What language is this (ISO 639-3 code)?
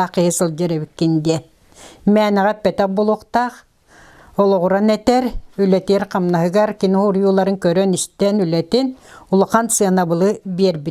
sah